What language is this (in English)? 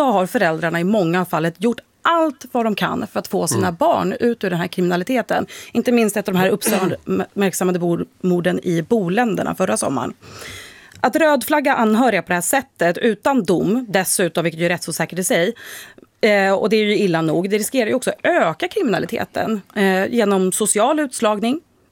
Swedish